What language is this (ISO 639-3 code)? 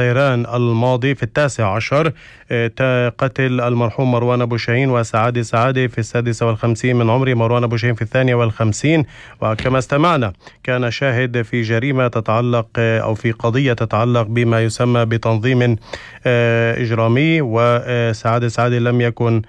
apc